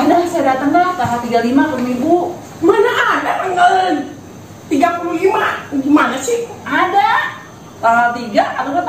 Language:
Betawi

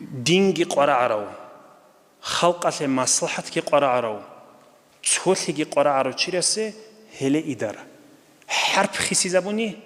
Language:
Avaric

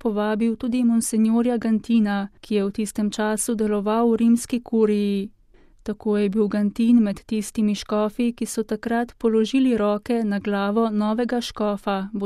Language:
Slovenian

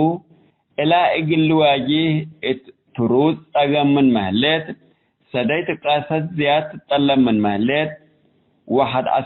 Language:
Tigre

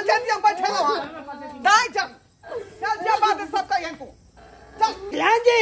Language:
Maithili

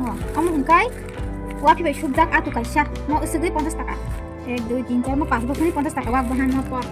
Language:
Kok Borok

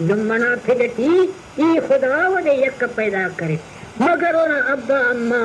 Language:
Brahui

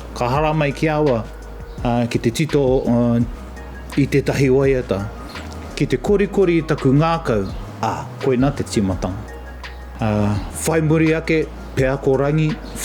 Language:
Māori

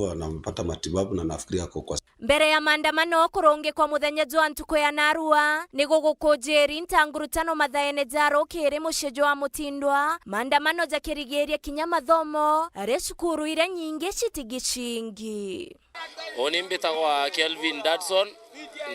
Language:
Meru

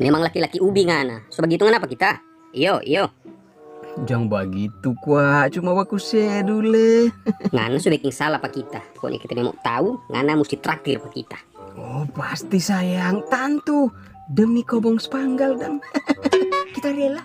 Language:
Manado Malay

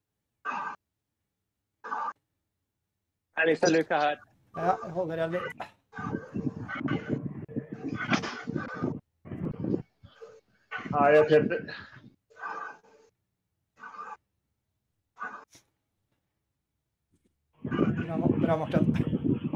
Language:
Norwegian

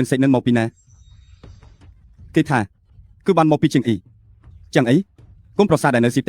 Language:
Khmer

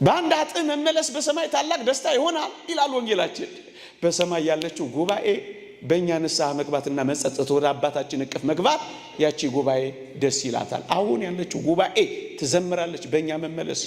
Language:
Amharic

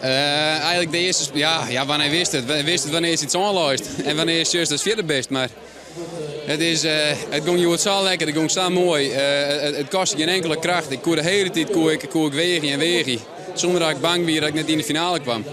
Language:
Western Frisian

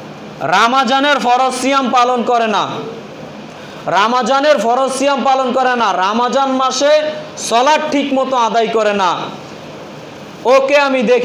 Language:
Bangla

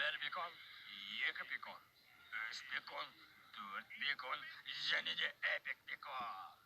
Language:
Kazakh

